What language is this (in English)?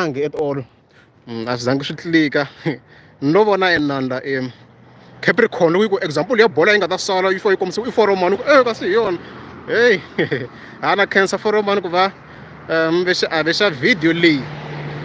Tsonga